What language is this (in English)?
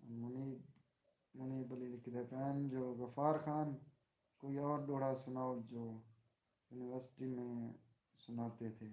Saraiki